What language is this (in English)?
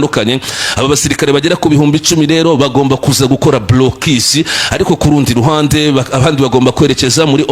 Kinyarwanda